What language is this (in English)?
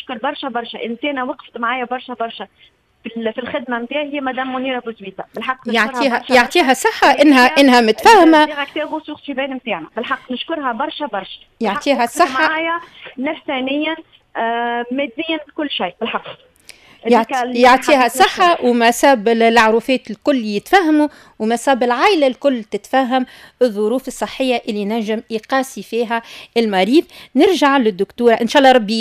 Tunisian Arabic